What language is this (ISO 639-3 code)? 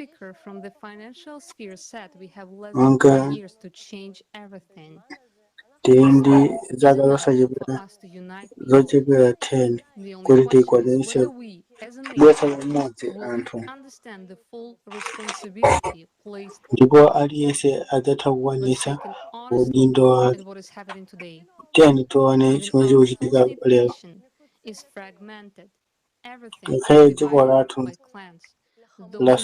nya